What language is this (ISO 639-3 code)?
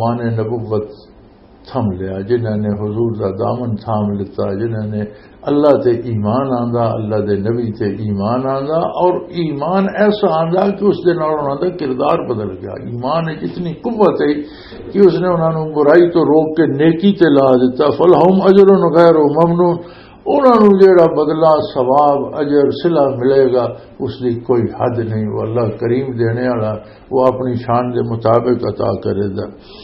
lah